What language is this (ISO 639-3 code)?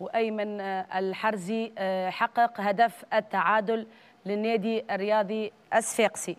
aeb